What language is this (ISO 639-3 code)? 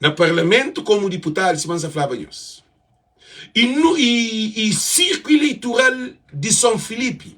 kea